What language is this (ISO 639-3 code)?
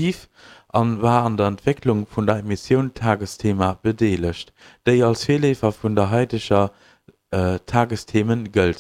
ltz